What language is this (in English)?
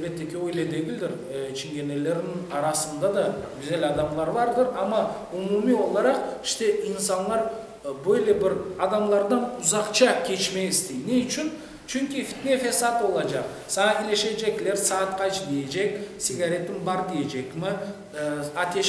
Crimean Tatar